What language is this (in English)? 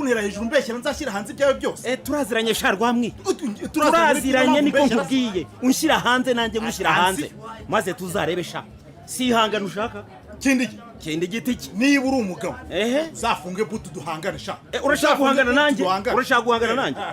Kinyarwanda